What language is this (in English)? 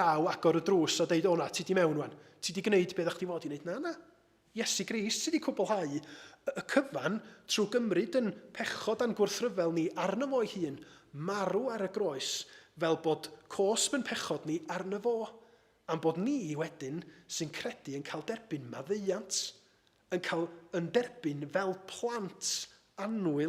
Welsh